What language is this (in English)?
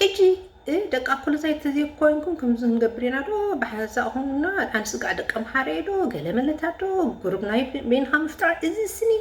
Tigrinya